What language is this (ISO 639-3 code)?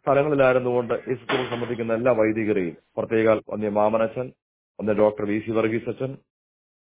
mal